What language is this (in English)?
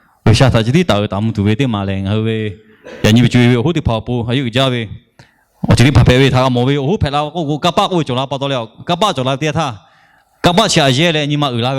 Lahu